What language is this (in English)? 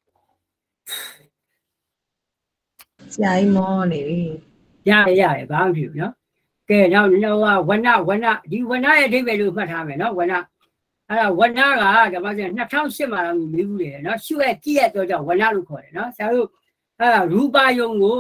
Burmese